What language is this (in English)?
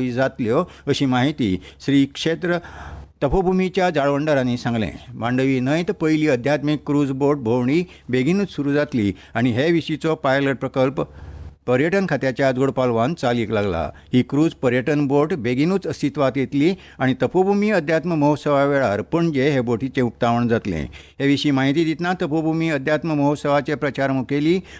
Konkani